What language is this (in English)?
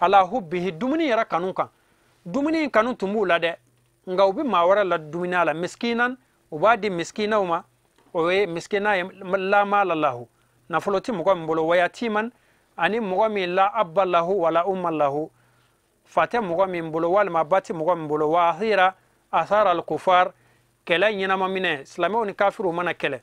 Bambara